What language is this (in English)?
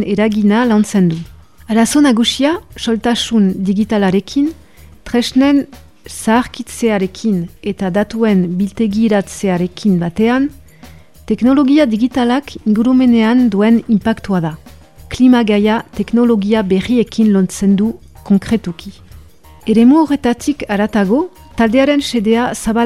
Basque